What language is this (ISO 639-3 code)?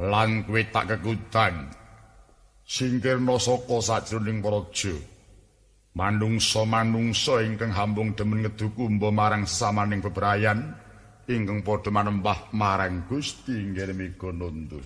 jav